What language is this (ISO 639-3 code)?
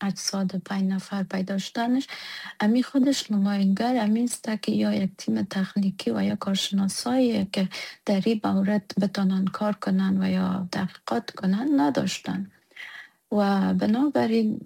fas